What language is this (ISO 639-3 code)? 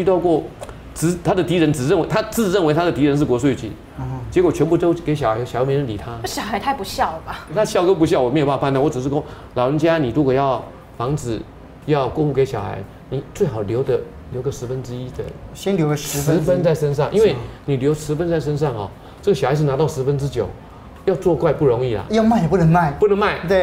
zho